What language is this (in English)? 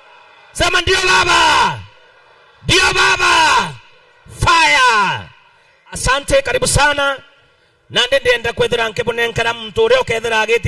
Meru